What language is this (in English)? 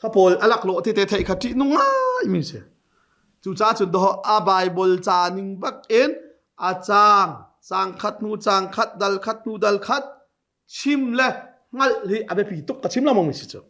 Hakha Chin